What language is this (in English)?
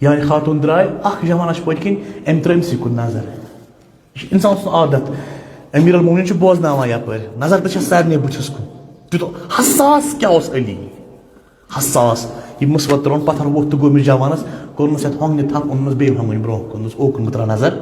Kashmiri